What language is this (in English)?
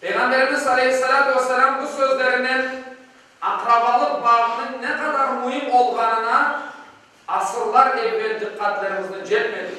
Crimean Tatar